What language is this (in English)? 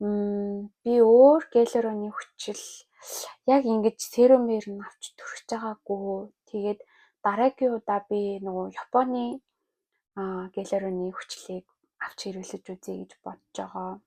Mongolian